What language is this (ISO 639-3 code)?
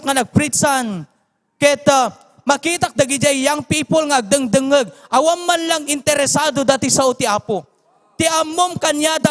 ilo